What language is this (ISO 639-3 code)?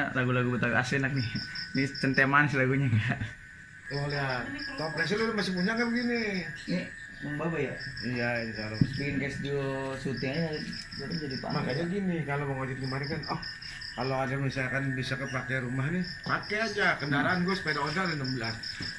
bew